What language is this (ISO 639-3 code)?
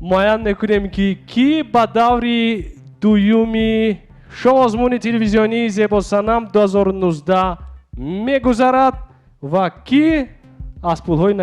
tgk